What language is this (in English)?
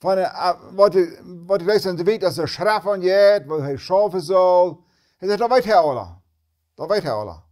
Plautdietsch